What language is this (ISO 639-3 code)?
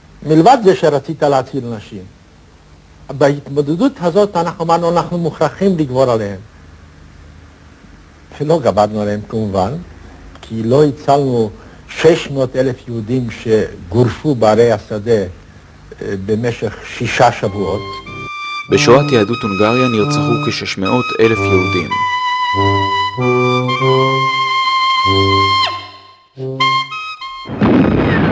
heb